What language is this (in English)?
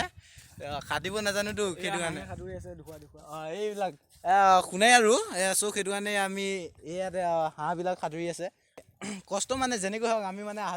Assamese